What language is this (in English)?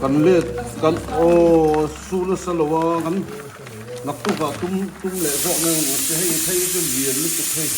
Mizo